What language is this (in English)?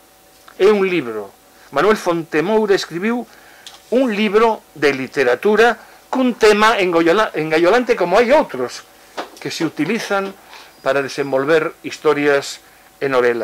Galician